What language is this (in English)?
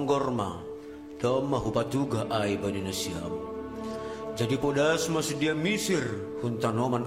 Batak Simalungun